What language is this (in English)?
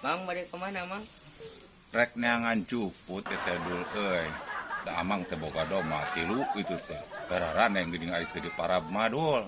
Sundanese